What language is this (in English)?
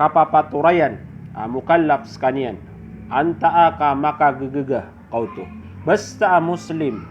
Maranao